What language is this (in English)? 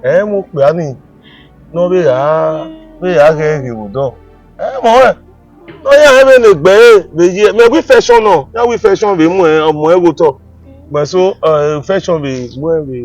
Bini